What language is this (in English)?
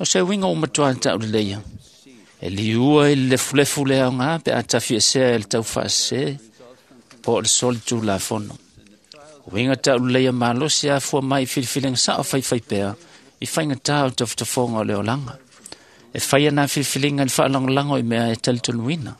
Samoan